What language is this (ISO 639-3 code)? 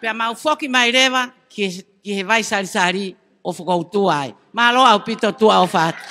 ton